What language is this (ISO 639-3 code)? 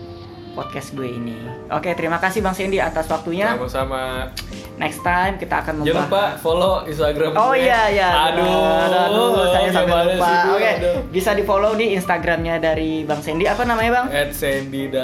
ind